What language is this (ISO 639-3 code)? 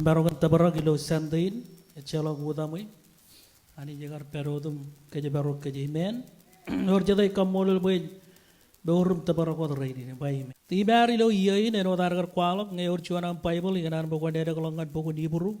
mah